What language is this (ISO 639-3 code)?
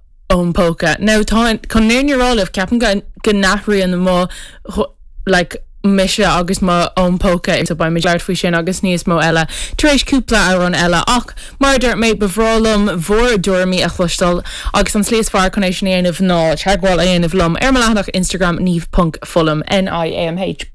gle